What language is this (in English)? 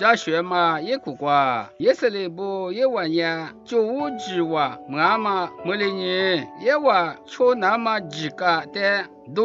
Lisu